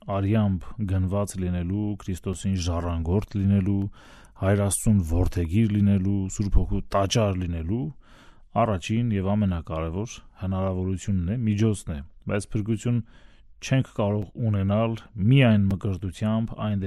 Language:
Armenian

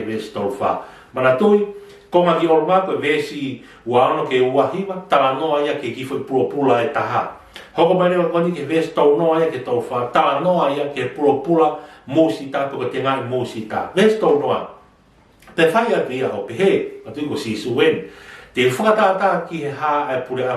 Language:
Tongan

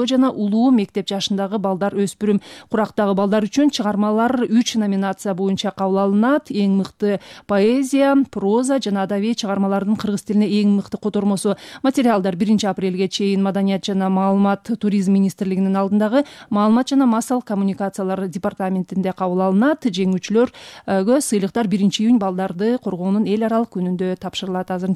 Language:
Kyrgyz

